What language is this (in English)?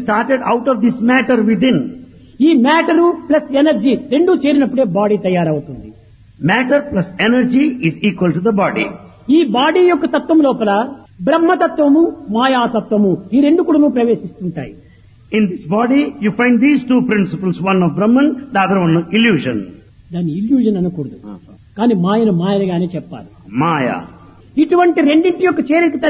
Telugu